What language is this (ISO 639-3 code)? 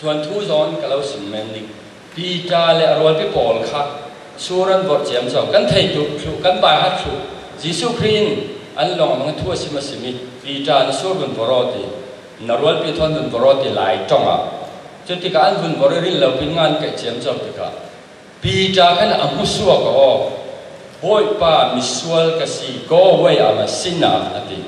cfm